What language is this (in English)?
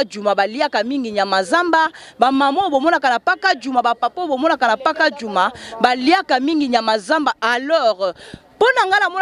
Lingala